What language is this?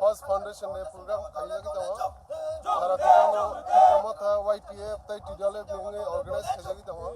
Kok Borok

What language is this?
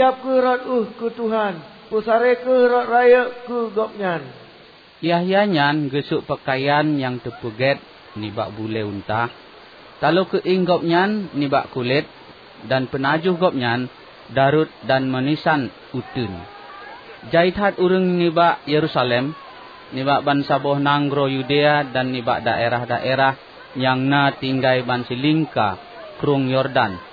Achinese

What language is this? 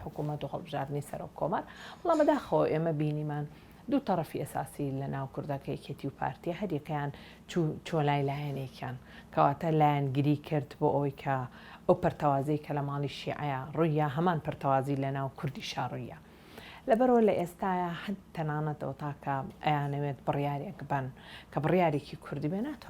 Central Kurdish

